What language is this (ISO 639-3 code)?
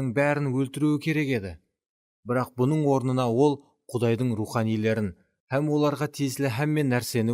kaa